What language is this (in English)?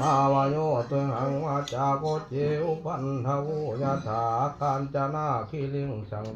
Pali